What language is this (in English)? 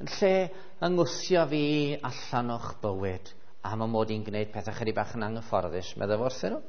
Welsh